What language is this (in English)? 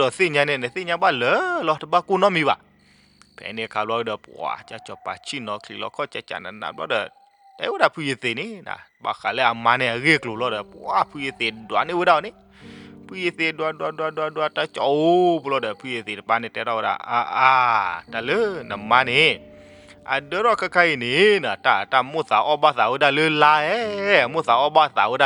S'gaw Karen